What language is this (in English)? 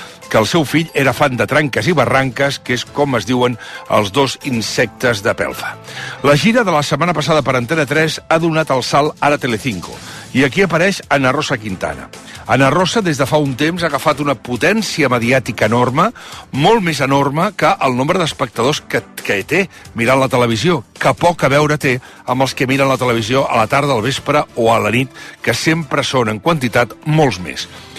Catalan